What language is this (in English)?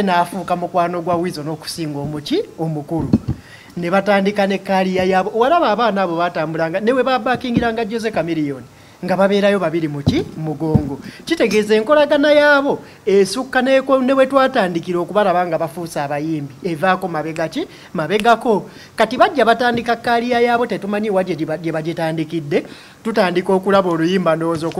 Ganda